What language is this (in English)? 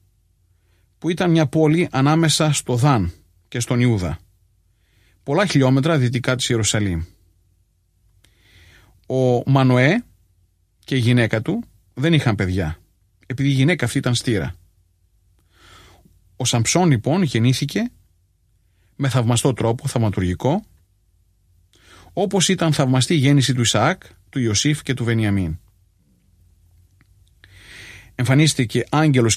Greek